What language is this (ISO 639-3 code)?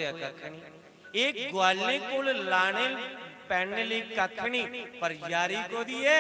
doi